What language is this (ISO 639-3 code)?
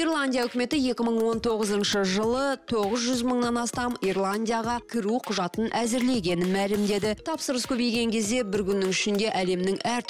kaz